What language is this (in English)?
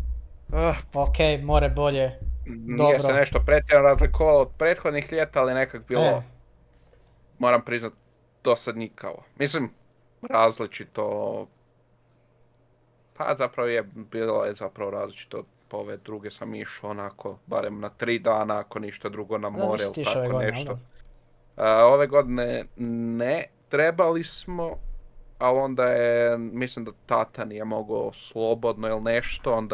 Croatian